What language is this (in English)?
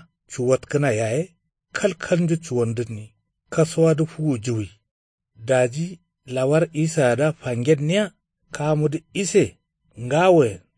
Kanuri